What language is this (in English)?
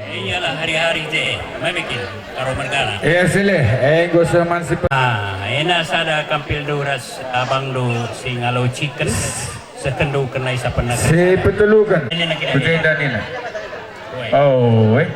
Batak Karo